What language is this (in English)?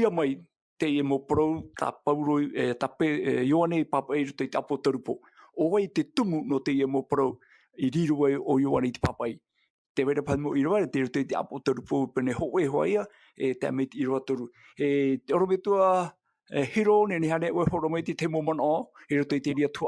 Tahitian